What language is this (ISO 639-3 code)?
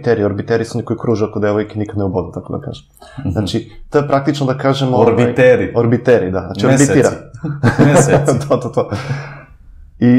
srp